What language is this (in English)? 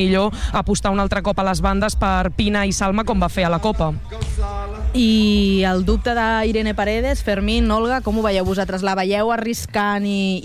Catalan